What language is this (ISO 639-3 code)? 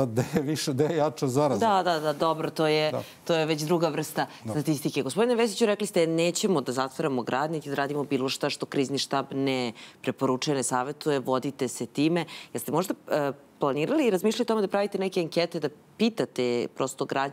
srp